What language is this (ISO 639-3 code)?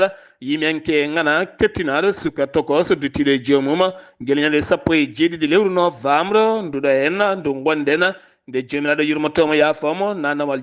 ful